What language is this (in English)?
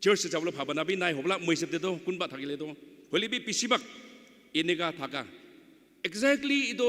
Naga Pidgin